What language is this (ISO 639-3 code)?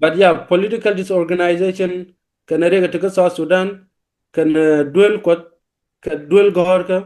nus